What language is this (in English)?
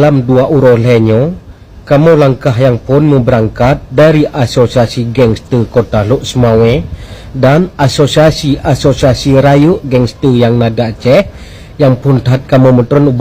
Achinese